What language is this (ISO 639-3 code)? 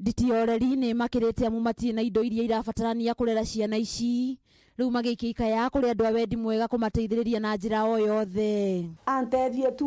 kik